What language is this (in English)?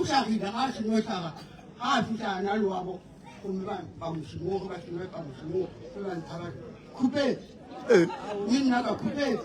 Northern Sotho